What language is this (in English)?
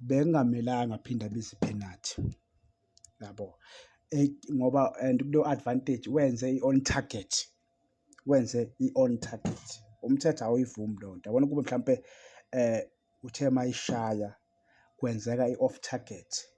Zulu